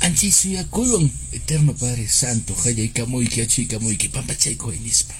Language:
Quechua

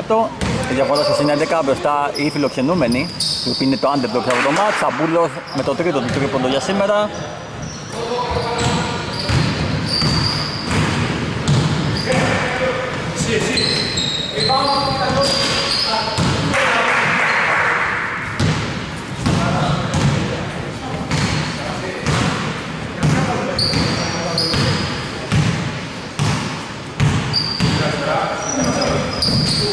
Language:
Greek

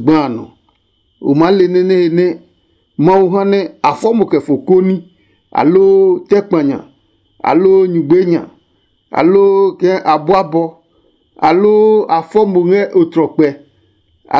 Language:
Adangme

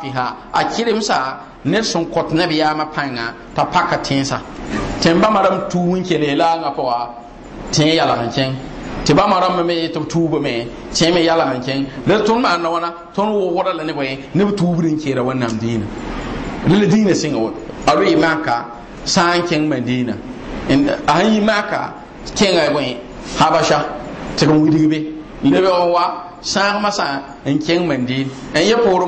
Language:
Mossi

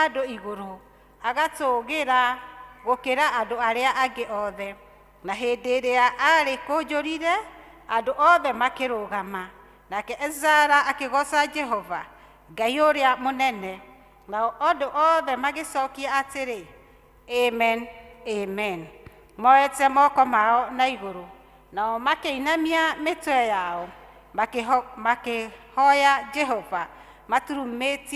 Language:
Kikuyu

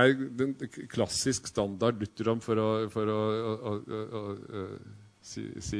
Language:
Norwegian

